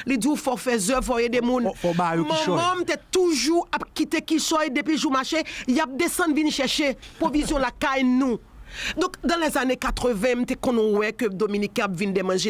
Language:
Haitian Creole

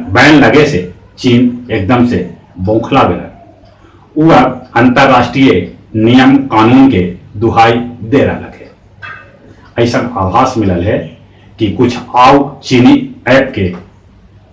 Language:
Magahi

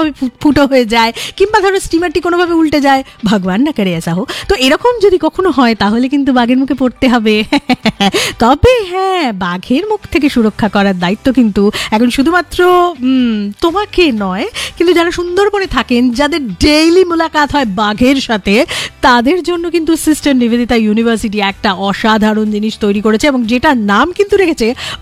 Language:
Bangla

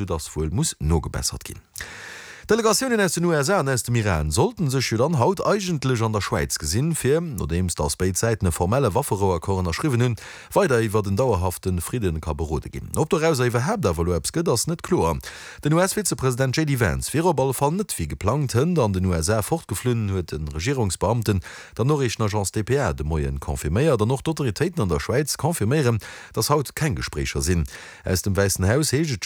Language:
Luxembourgish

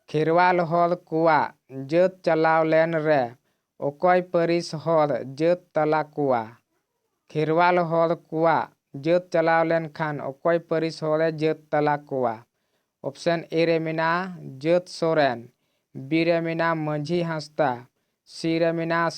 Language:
Santali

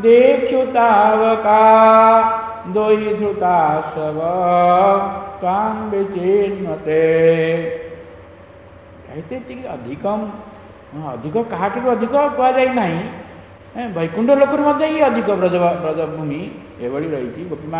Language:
Odia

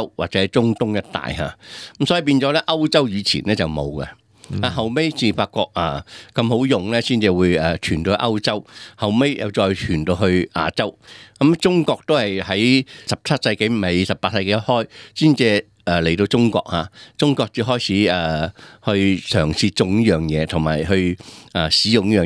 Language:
Cantonese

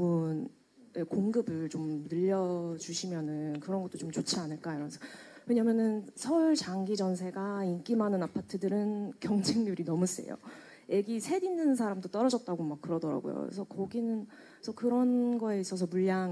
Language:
Korean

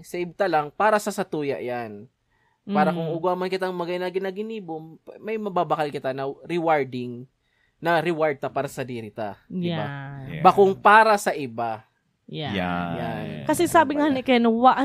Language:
Bikol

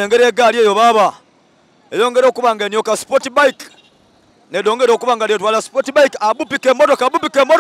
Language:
Soga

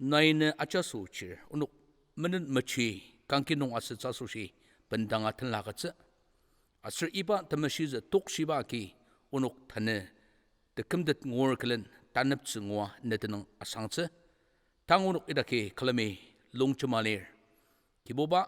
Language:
Ao Naga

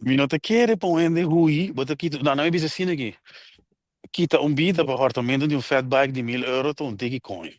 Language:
Papiamento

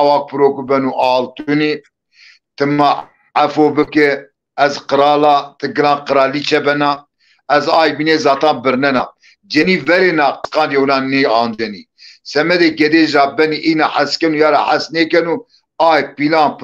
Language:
Zaza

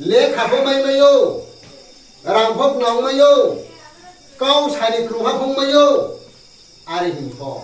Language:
Riang (India)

